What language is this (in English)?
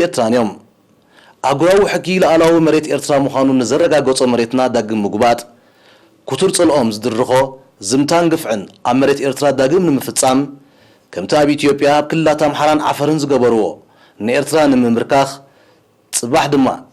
Tigrinya